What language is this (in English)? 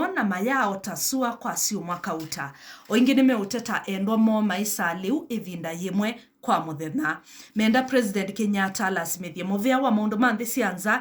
Kamba